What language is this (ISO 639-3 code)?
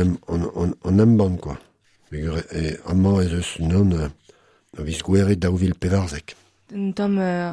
bre